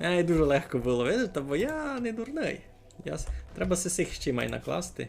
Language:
Rusyn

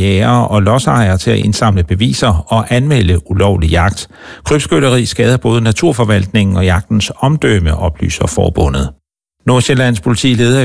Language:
Danish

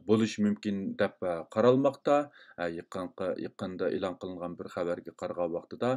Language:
Uyghur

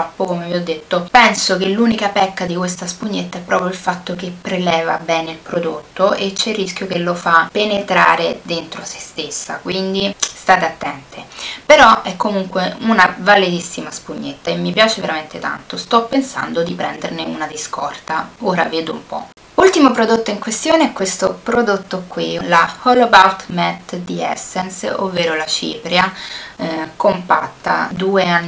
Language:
Italian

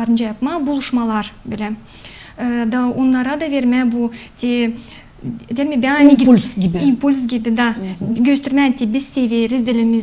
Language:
Gagauz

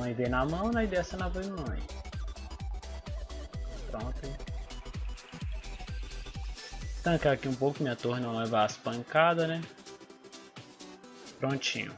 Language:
Portuguese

